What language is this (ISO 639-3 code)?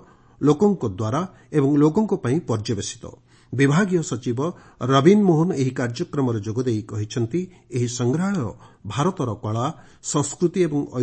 ori